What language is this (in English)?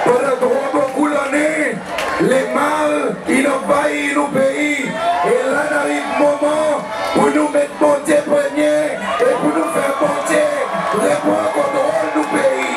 Seselwa Creole French